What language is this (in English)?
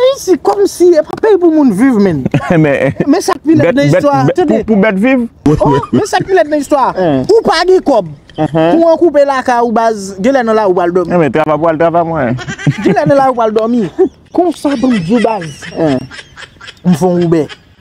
Haitian Creole